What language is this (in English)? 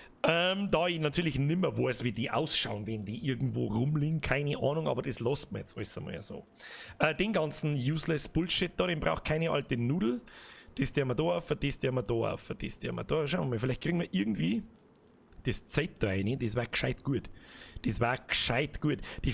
Bavarian